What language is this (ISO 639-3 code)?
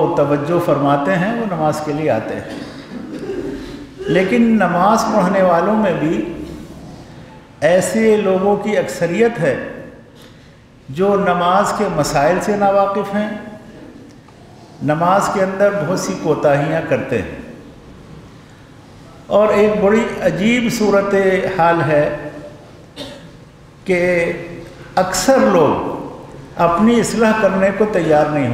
urd